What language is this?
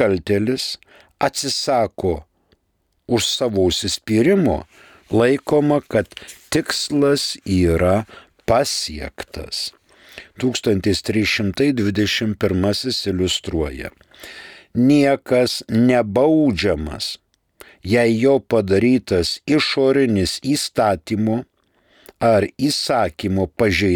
Lithuanian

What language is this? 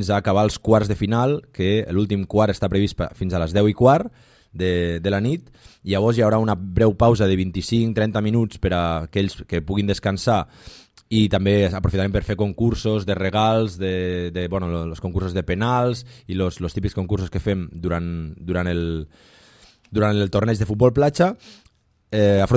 Catalan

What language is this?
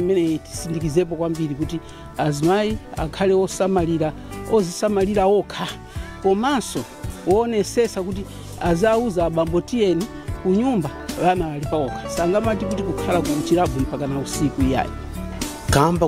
Nyanja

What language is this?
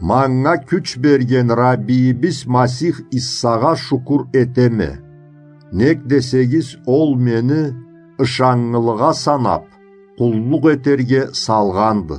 Karachay-Balkar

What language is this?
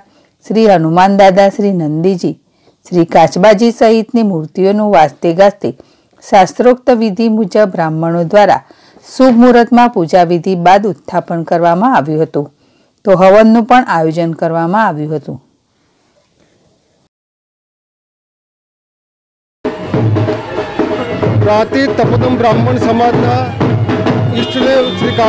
Gujarati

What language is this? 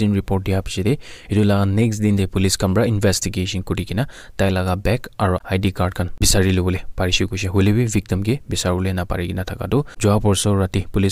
Naga Pidgin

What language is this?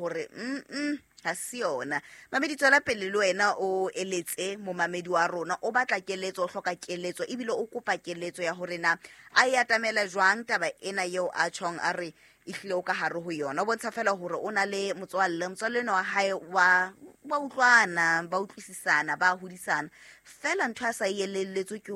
Southern Sotho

